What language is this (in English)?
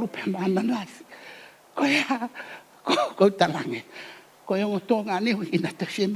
Tongan